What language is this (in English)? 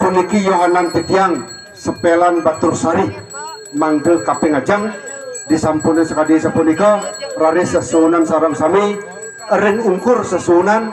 Balinese